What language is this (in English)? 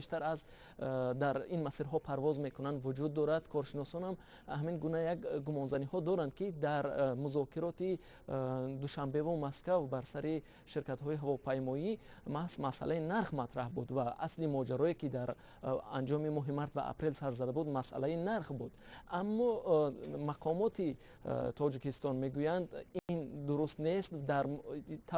Tajik